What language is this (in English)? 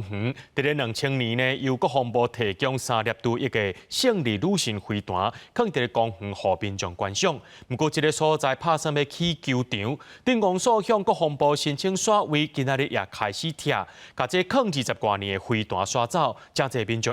Min Nan Chinese